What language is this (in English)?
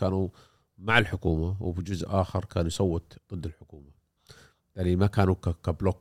Gulf Arabic